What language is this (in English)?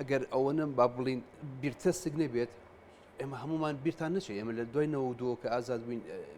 Central Kurdish